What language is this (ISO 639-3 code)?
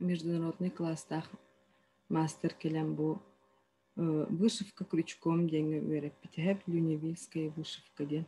sah